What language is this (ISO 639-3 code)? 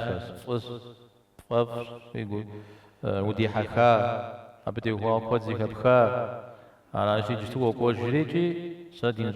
kbd